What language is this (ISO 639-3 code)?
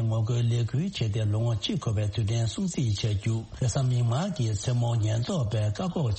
bod